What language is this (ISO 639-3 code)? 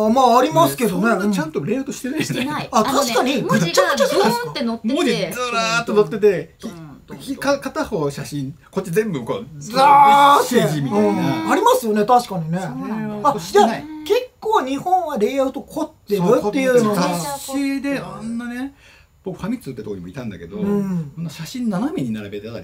jpn